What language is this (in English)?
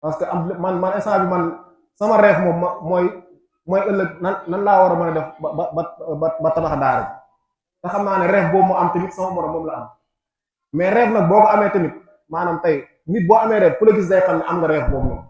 Wolof